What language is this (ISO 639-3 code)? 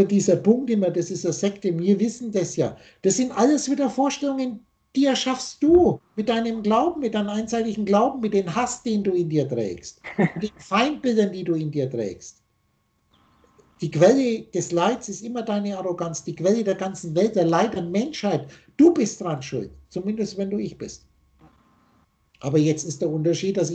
deu